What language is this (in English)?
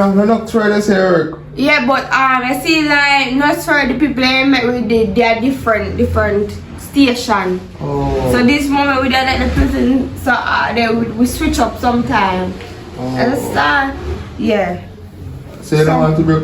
Jamaican Creole English